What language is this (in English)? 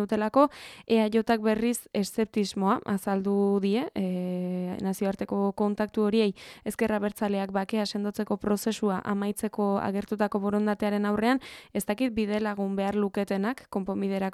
Basque